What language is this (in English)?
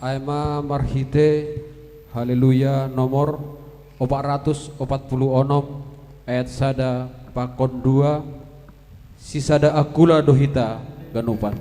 Batak Simalungun